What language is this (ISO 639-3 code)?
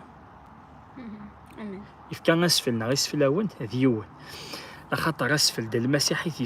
kab